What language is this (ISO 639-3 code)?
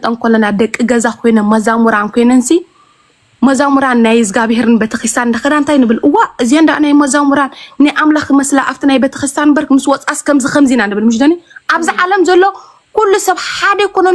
tir